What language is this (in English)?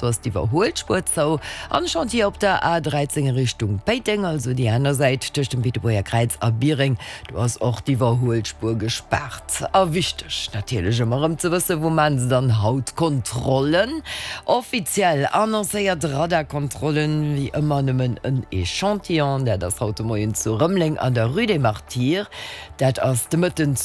Luxembourgish